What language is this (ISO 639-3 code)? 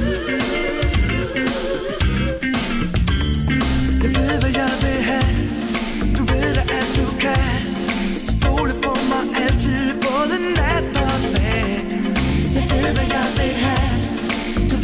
dan